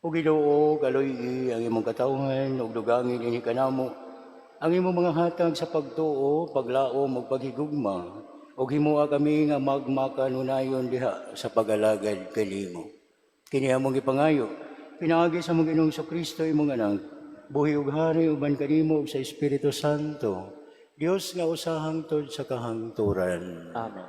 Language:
Cebuano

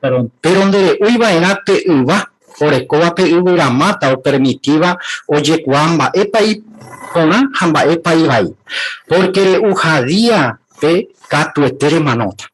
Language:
Guarani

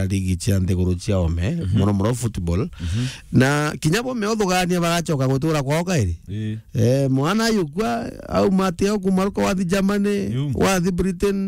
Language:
Meru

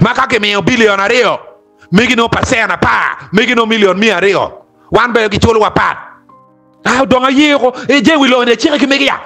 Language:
Acoli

